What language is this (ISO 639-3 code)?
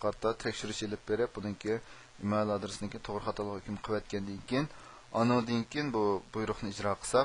uig